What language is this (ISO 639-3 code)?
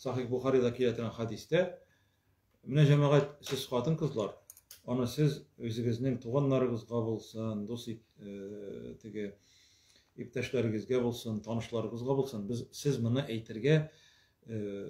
tat